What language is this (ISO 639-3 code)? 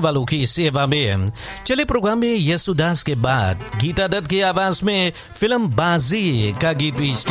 hin